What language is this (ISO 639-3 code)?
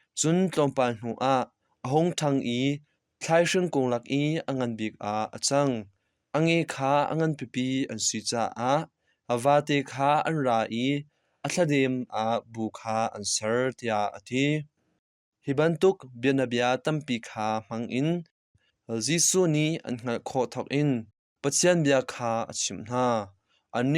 cnh